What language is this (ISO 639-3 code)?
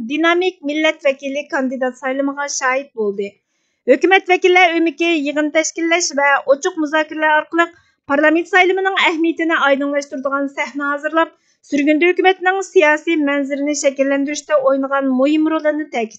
uig